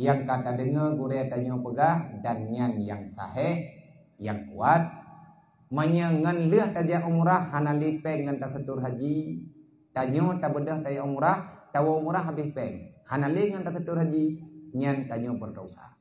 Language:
Achinese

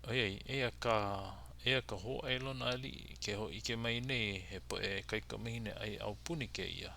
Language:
Hawaiian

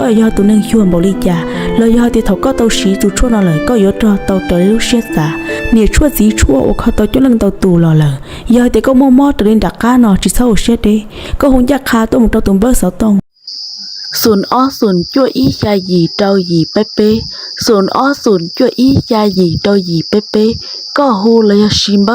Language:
Hmong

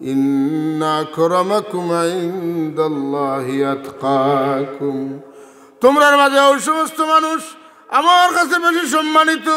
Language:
Sylheti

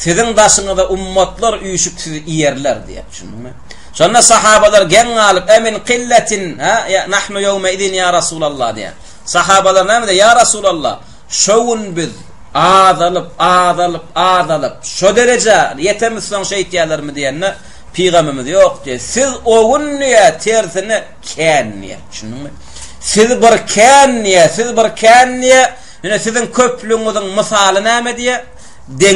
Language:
Turkmen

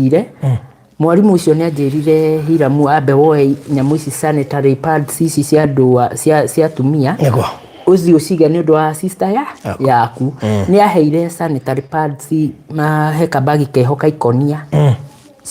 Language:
Kikuyu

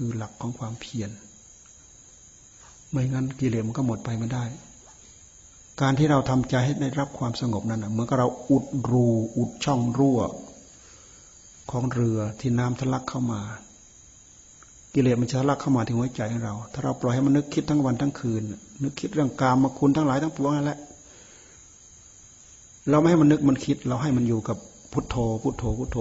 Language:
Thai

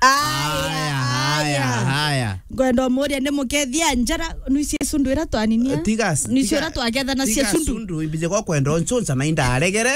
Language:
Meru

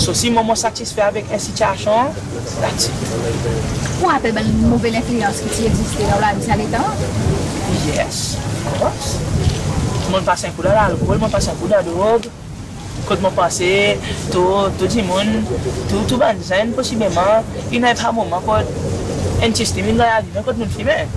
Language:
Seselwa Creole French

